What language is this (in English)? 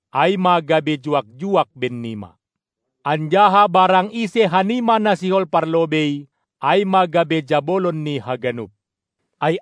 Batak Simalungun